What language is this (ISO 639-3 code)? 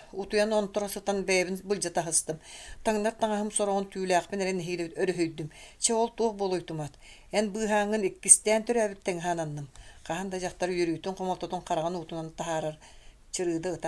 sah